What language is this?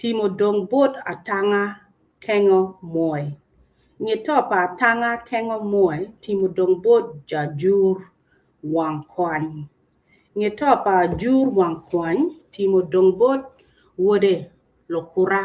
Acoli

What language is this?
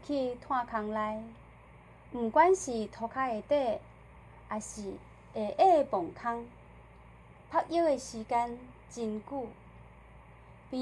Min Nan Chinese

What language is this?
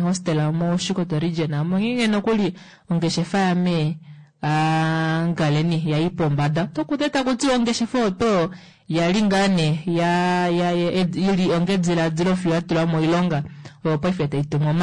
Kuanyama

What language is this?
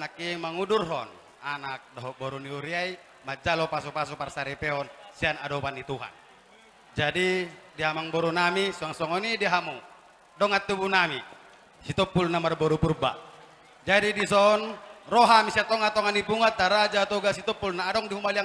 Batak Toba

